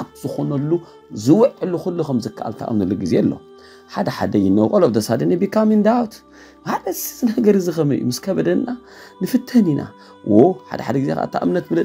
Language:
Tigrinya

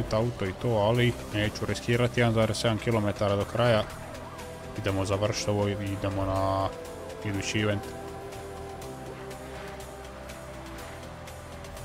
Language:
Croatian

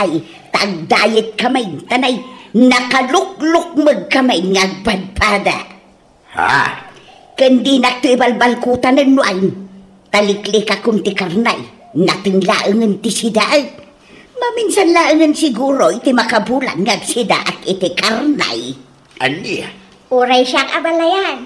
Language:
Iloko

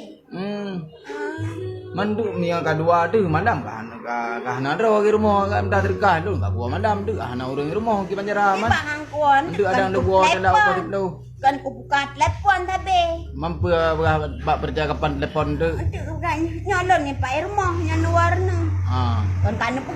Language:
Achinese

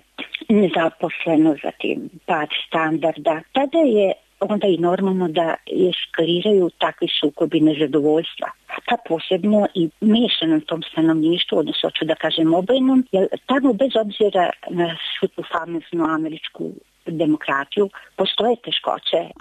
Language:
Serbian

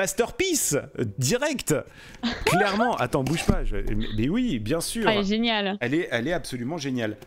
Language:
French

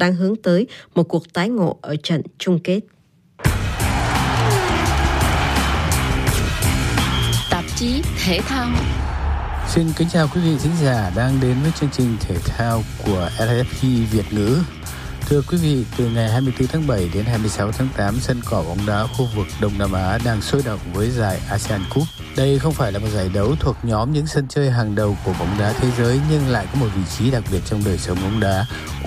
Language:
Vietnamese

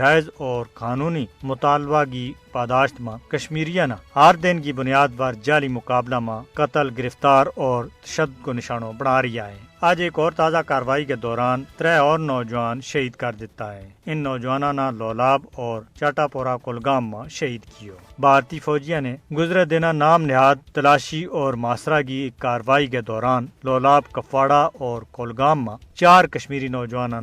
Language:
Gujari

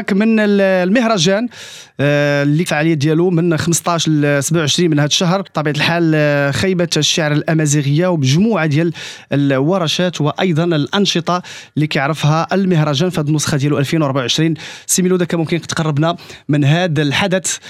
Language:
Moroccan Arabic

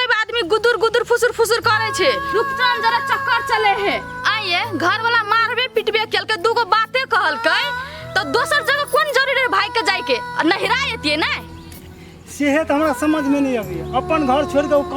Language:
Maithili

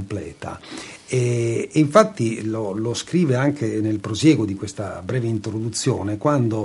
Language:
Italian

